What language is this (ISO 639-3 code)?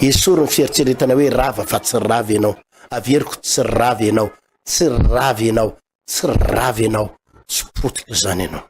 mlg